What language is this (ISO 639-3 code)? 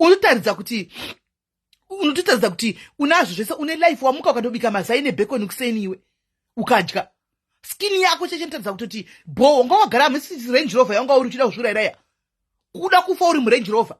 sna